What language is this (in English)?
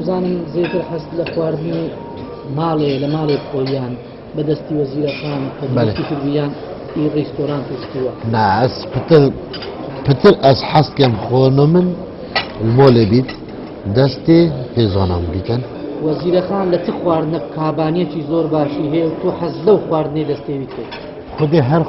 Kurdish